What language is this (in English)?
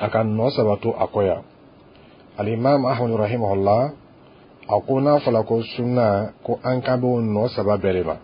Dyula